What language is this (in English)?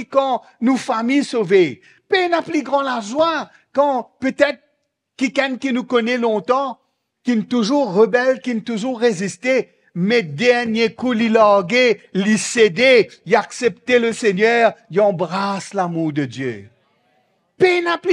Morisyen